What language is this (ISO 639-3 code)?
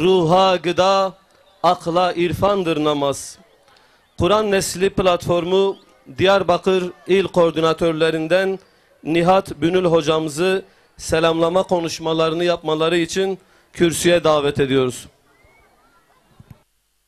tur